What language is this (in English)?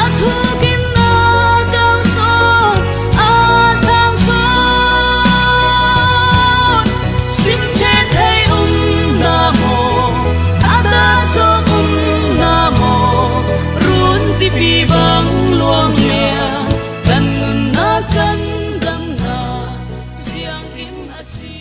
Falam Chin